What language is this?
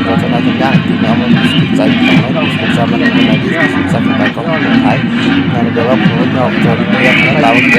Kok Borok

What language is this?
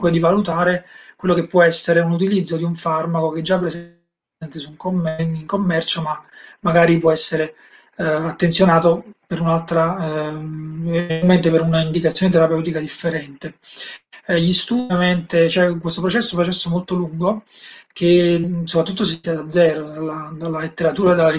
Italian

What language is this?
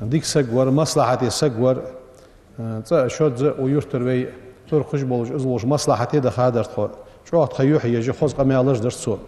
Ingush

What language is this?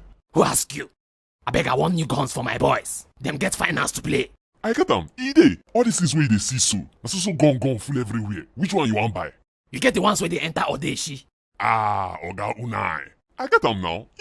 Nigerian Pidgin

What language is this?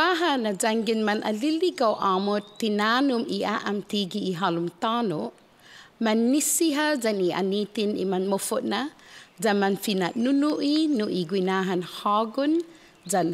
Chamorro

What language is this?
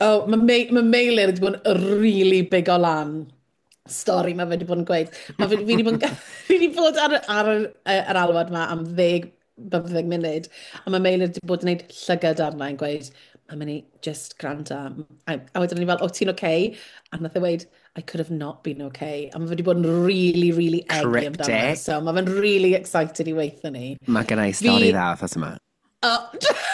Welsh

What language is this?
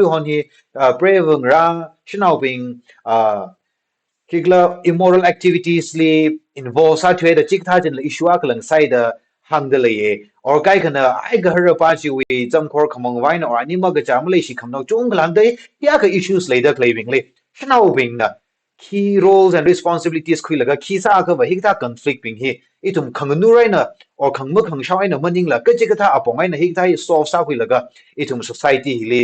Tangkhul Naga (India)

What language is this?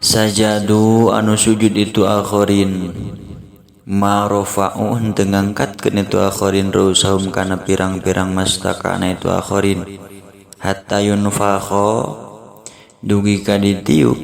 Sundanese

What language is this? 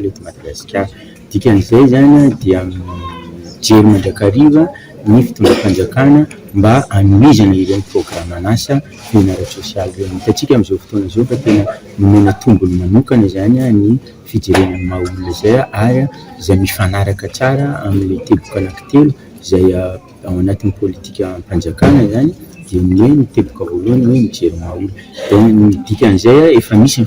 Malagasy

